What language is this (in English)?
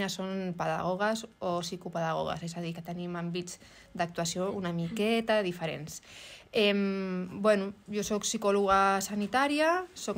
Catalan